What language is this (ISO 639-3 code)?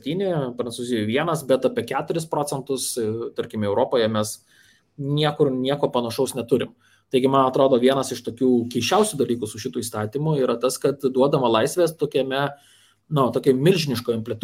lit